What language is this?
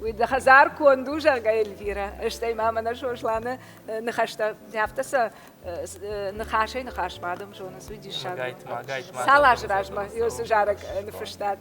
Ossetic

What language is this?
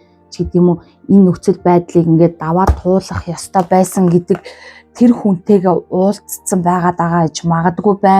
Mongolian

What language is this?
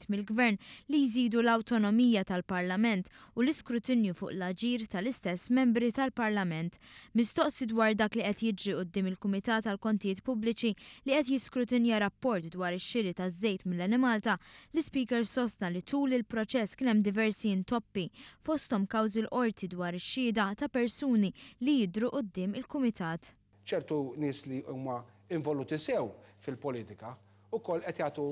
Maltese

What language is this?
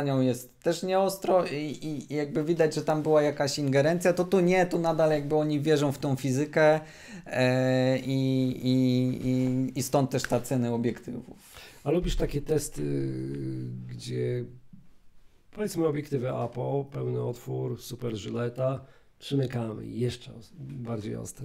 Polish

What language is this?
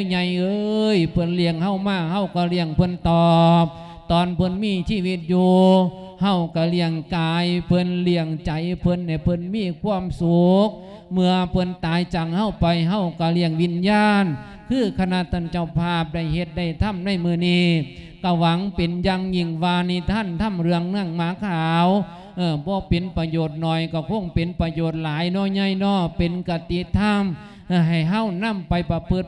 Lao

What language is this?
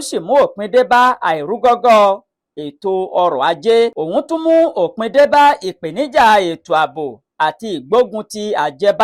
Yoruba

